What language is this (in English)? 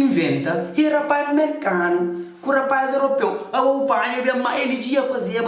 Kabuverdianu